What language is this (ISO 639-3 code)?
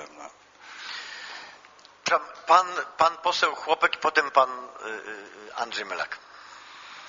pol